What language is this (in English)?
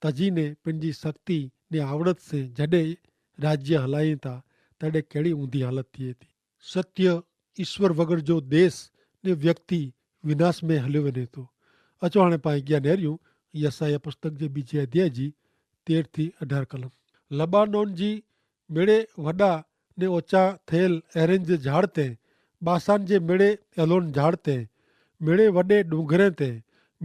Kachhi